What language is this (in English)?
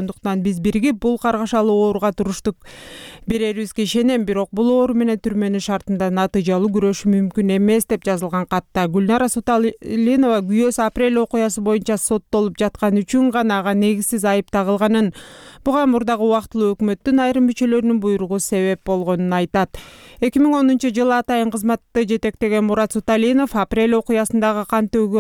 Kyrgyz